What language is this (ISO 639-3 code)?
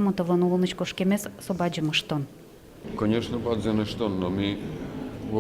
udm